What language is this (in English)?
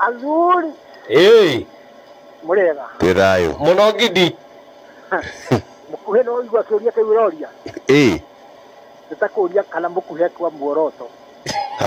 Kikuyu